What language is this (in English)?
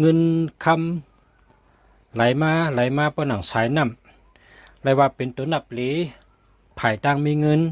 Shan